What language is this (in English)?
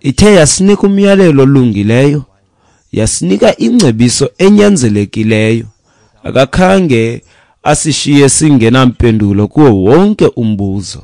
Xhosa